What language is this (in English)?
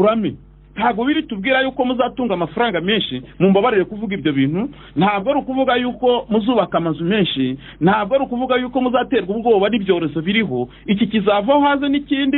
Kinyarwanda